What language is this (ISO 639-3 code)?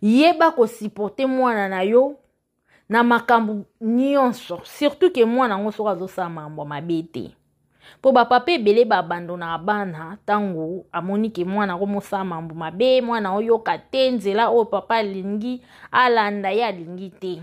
lin